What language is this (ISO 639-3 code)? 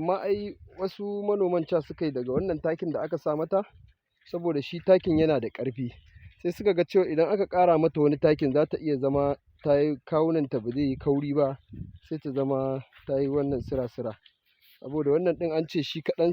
hau